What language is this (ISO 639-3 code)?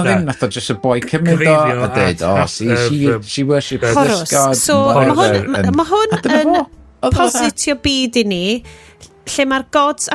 cym